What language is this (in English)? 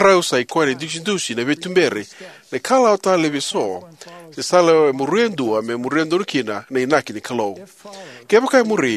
Fijian